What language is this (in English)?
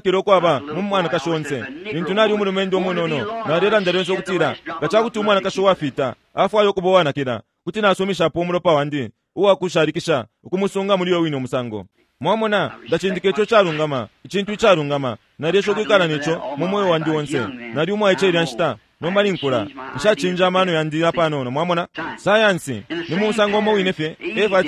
Bemba